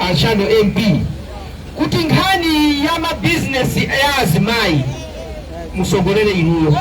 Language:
Nyanja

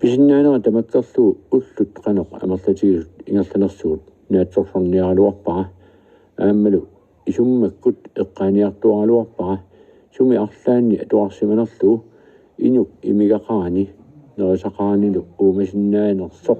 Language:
Kalaallisut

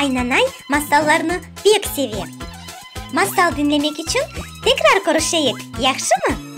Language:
Crimean Tatar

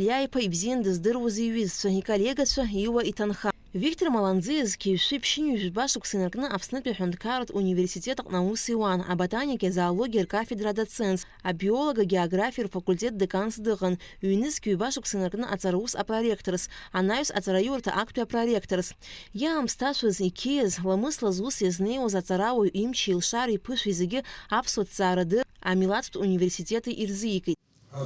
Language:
Abkhazian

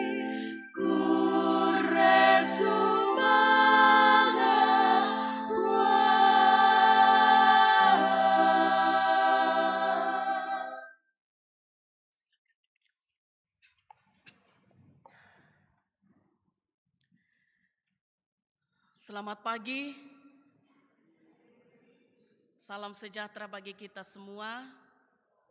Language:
Indonesian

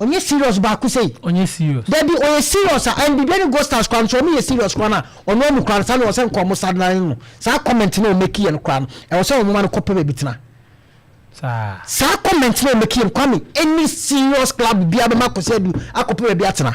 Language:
Akan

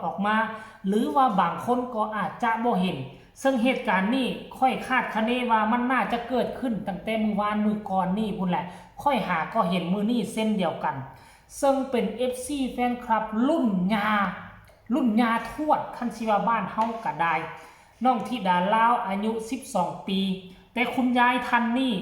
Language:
Northeastern Thai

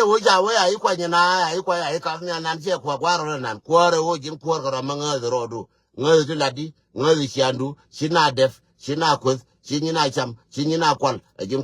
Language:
Nuer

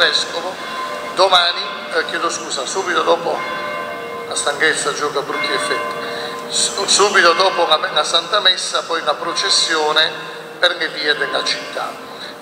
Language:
Italian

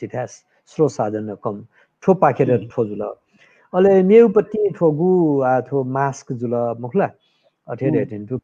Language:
Newari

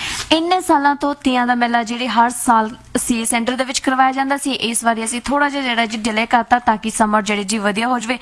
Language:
Punjabi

